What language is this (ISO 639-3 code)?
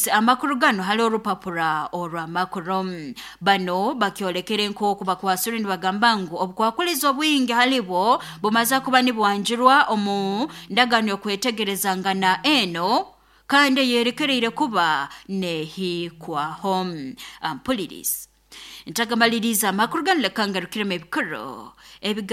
nyo